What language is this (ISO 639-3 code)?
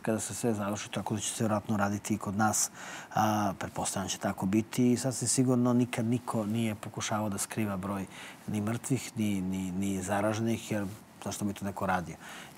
srp